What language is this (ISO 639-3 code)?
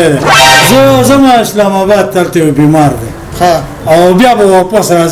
pus